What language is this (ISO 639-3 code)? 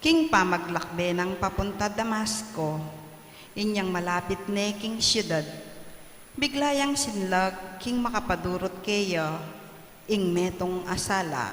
pam